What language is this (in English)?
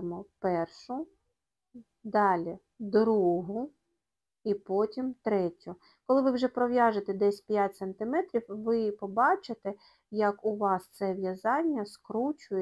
Ukrainian